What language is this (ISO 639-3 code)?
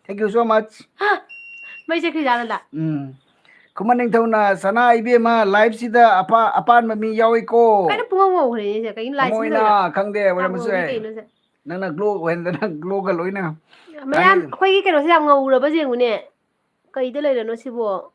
mni